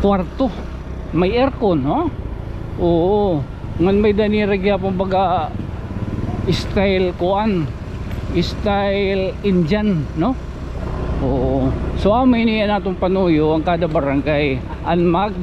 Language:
Waray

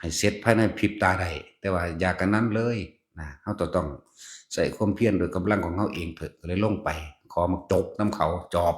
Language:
Lao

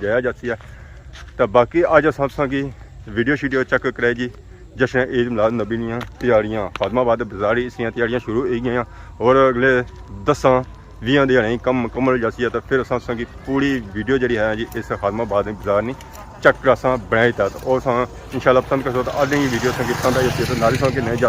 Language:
Pahari-Potwari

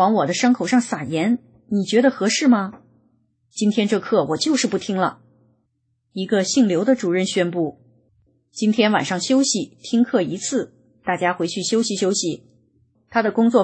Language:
Chinese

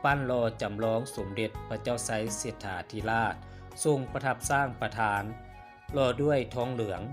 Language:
Lao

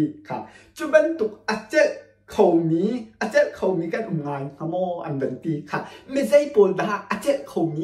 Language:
Hakha Chin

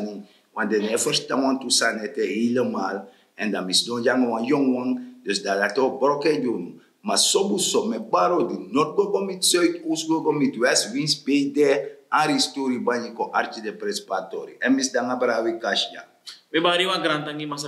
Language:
Sranan Tongo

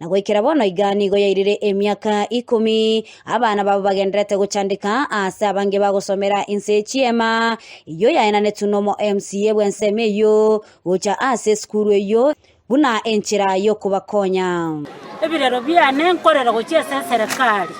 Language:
Gusii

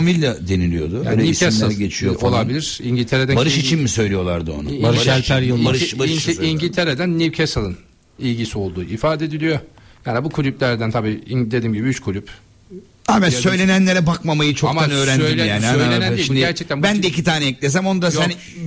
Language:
Turkish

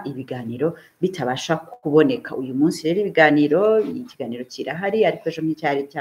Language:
Kinyarwanda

